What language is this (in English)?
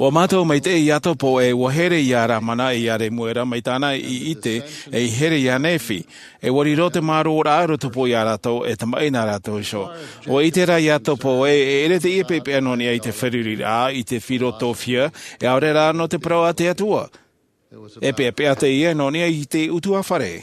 Tahitian